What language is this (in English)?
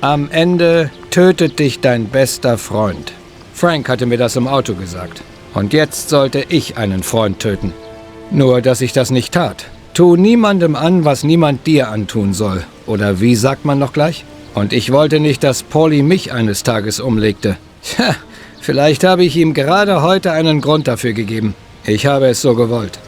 Bavarian